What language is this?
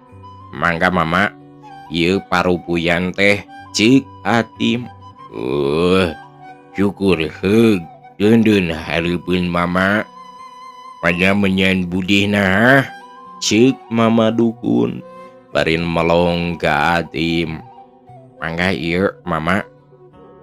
Sundanese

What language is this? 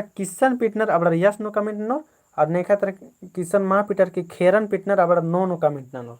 Kurukh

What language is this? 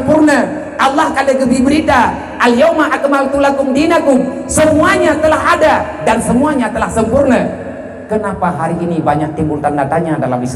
Achinese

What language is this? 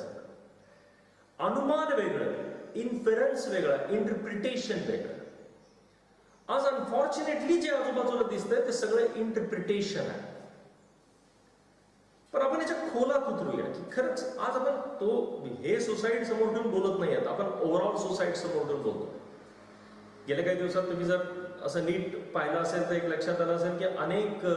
Marathi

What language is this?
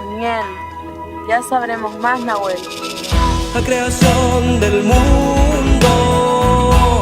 Mapuche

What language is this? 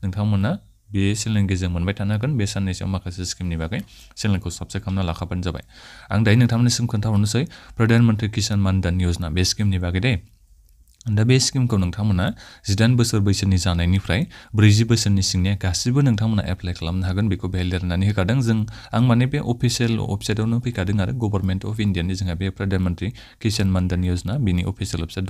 Bodo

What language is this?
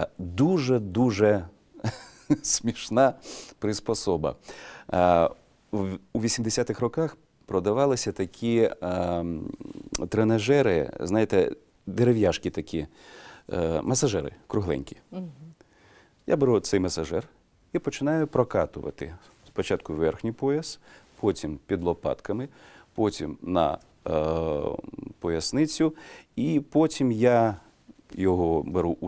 Ukrainian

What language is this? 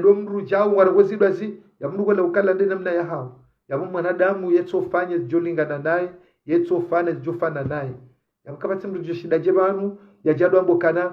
Ngazidja Comorian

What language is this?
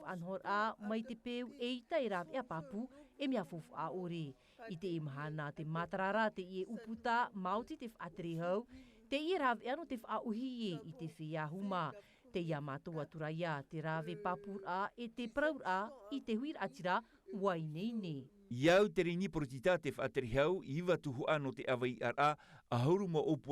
Tahitian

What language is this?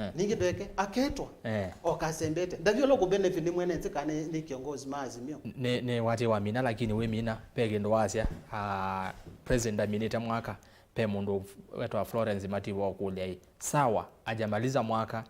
Kamba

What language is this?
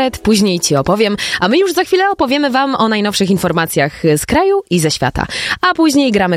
Polish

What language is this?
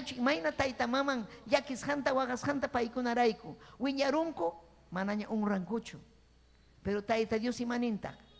Ayacucho Quechua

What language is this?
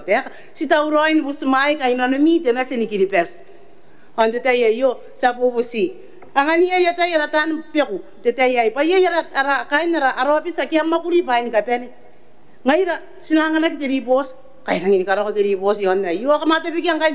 Gilbertese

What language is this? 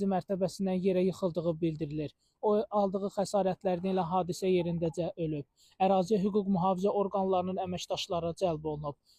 Azerbaijani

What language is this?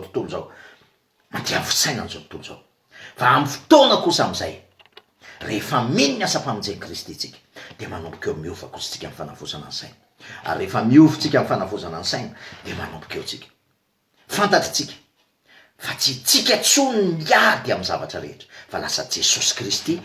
Malagasy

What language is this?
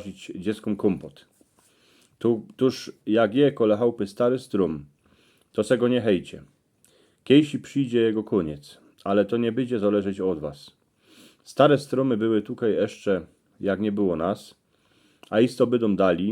Silesian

